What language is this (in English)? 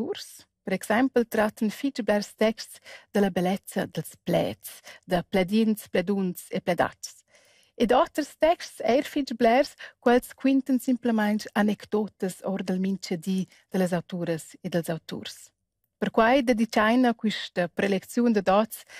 Romansh